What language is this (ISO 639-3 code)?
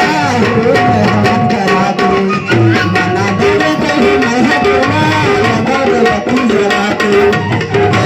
hne